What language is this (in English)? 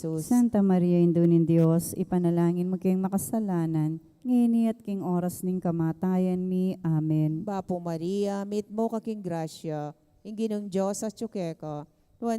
Pampanga